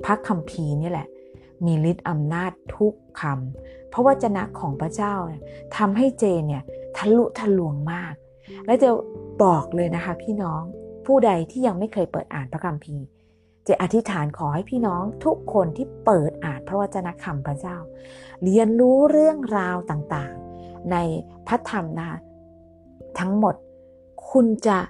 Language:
Thai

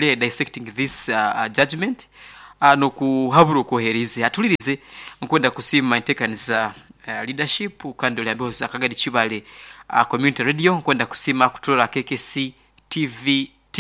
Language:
Nyoro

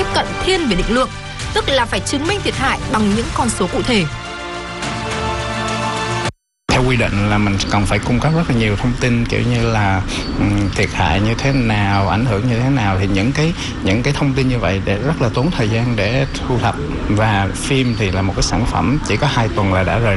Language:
Vietnamese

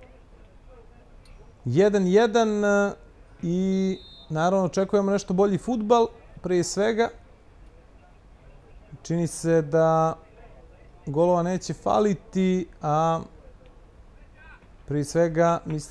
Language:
Bosnian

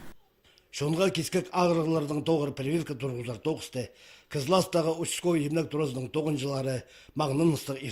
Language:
Khakas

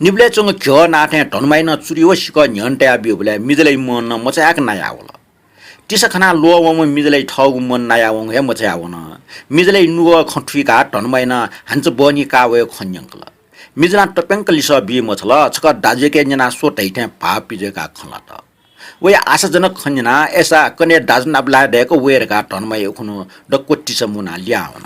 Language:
Newari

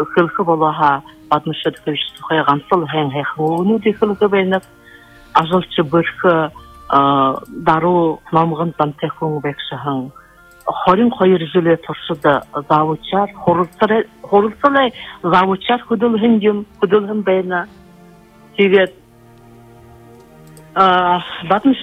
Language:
Buriat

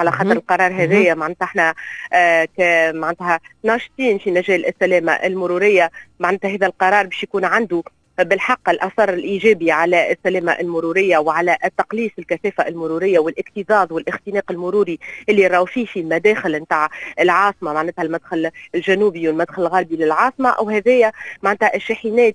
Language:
Tunisian Arabic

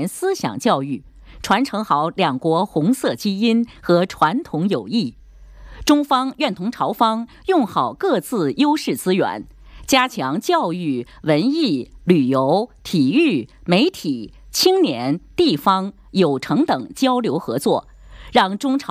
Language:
Chinese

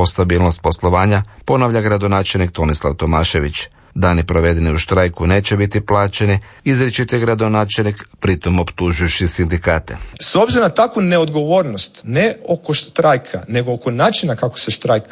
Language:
Croatian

